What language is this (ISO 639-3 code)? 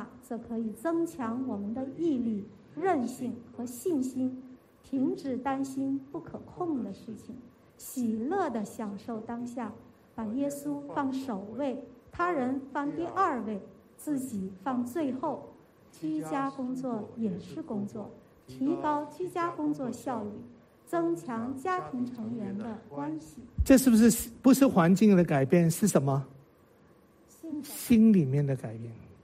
zho